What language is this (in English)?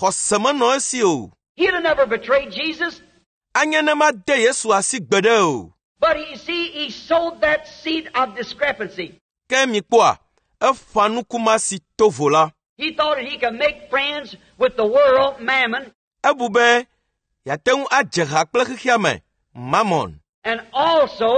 Ewe